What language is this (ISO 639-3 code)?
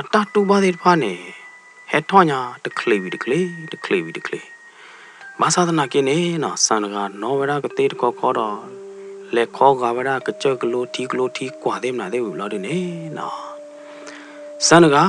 ksw